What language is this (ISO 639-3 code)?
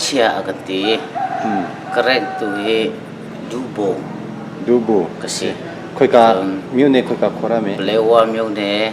cnh